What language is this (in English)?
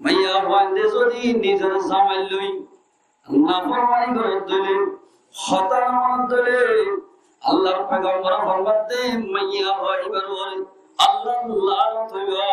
Rohingya